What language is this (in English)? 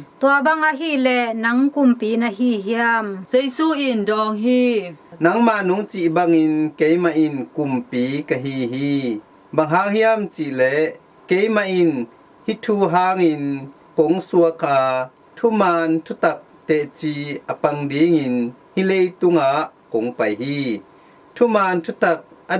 Tedim Chin